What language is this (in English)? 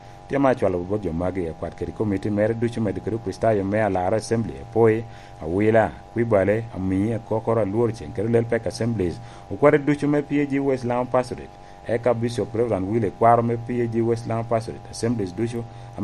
Lango (Uganda)